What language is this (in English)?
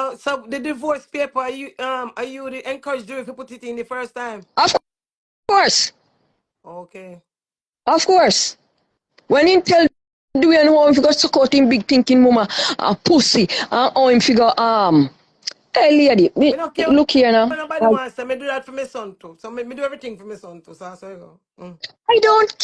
Jamaican Creole English